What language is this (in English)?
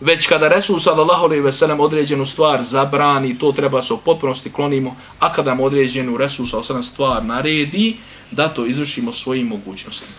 Bosnian